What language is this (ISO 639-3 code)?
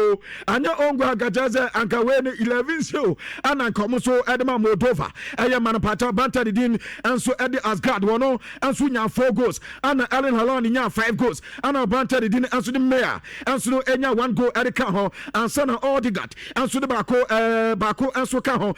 aka